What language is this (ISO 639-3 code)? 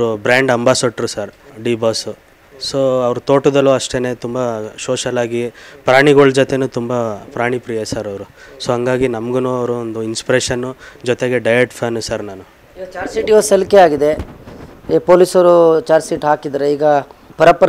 kan